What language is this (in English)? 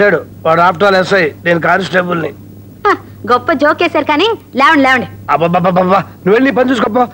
Telugu